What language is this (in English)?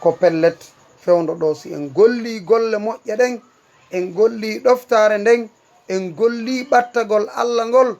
Fula